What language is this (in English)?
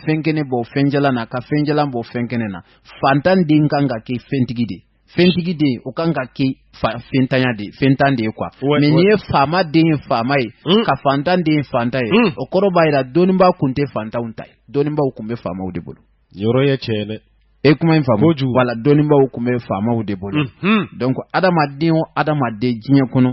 Bambara